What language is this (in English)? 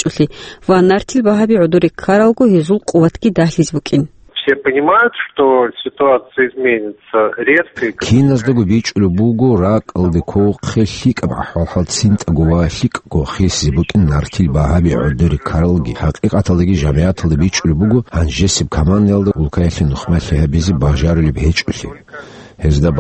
Avaric